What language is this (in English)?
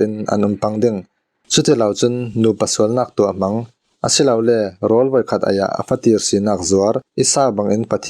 Falam Chin